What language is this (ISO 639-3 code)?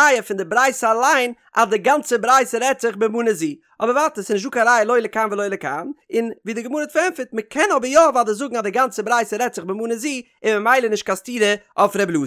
yid